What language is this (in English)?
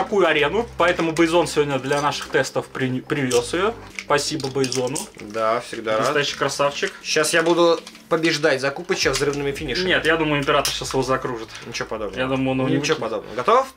Russian